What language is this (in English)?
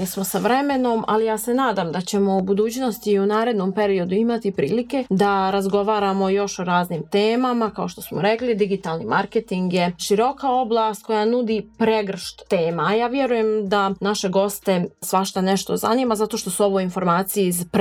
Serbian